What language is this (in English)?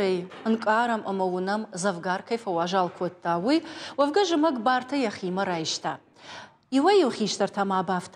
Ossetic